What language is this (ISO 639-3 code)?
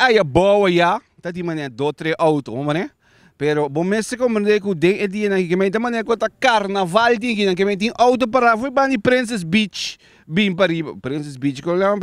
pap